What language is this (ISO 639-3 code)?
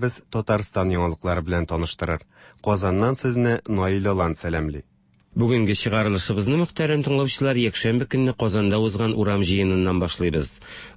tat